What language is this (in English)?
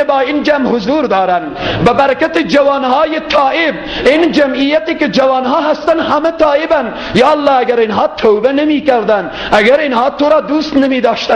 Persian